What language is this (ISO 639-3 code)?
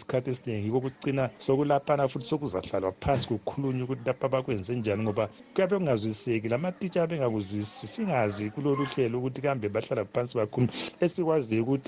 nde